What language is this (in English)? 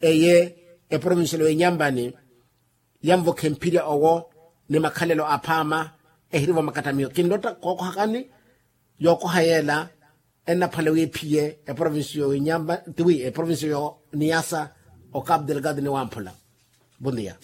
Makhuwa